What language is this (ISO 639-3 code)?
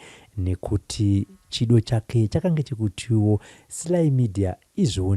sna